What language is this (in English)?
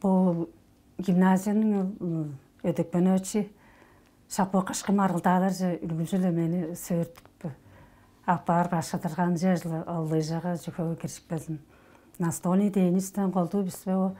Tuvinian